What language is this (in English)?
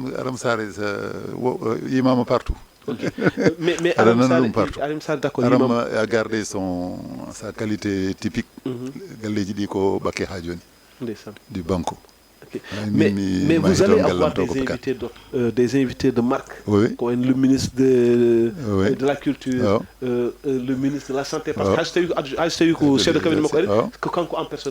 Fula